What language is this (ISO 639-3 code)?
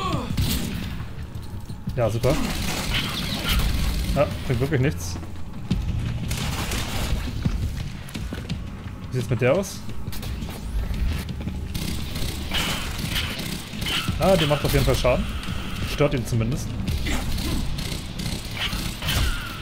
deu